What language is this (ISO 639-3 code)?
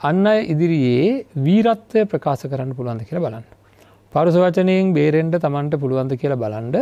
sin